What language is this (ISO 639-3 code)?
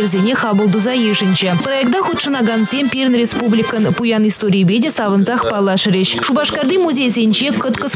chv